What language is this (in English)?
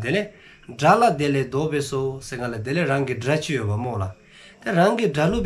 Dzongkha